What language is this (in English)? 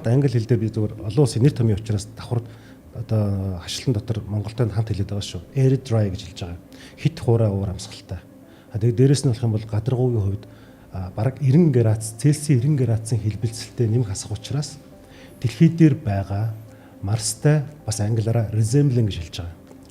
Mongolian